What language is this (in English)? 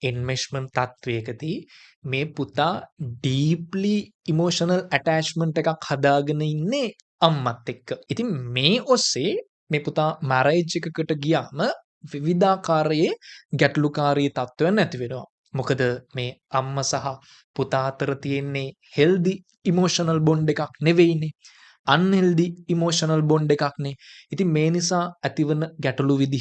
Sinhala